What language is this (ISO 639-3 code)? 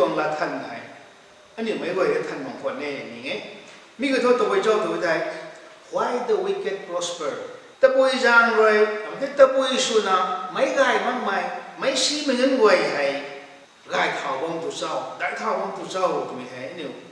nbu